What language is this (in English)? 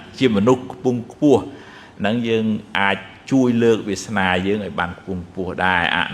Khmer